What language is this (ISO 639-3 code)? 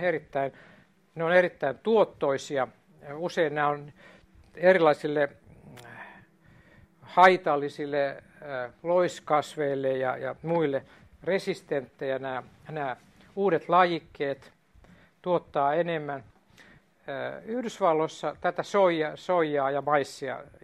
fin